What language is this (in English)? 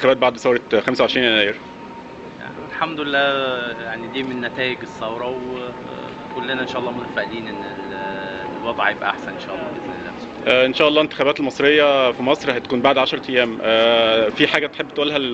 Egyptian Arabic